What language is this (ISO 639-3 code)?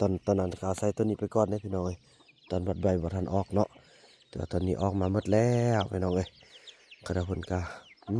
lao